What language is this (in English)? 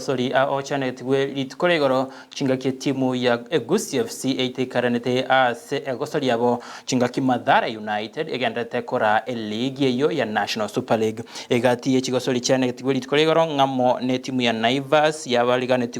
Gusii